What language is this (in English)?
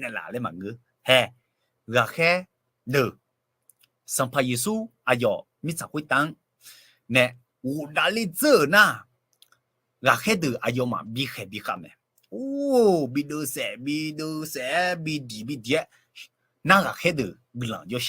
Akha